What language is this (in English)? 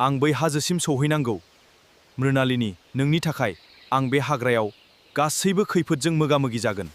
Bodo